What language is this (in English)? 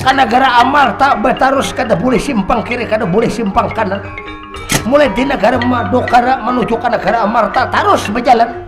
Banjar